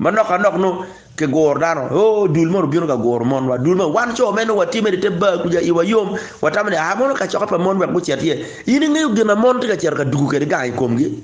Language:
Acoli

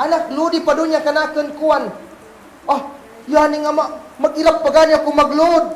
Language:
Kagan Kalagan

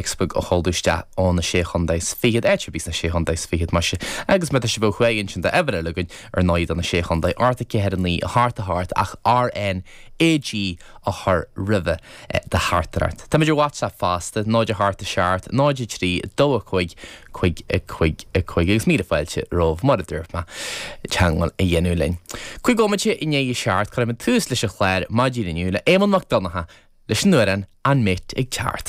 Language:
Irish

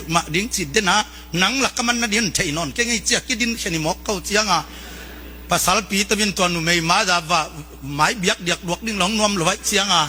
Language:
Tedim Chin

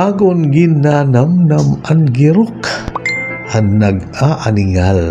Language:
Waray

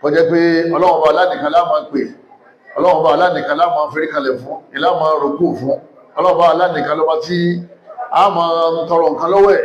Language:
Yoruba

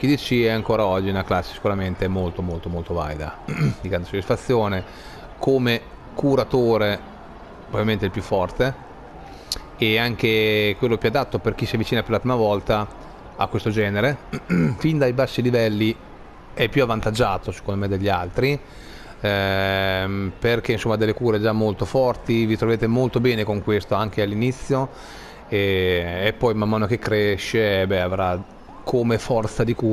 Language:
Italian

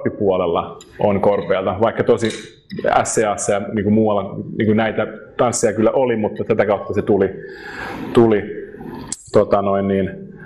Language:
Finnish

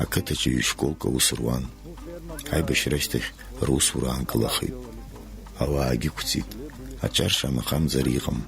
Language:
Abkhazian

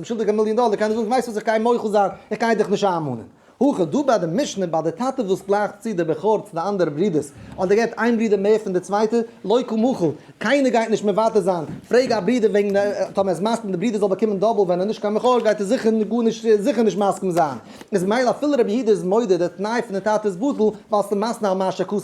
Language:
Yiddish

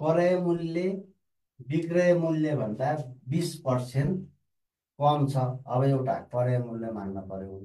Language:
Nepali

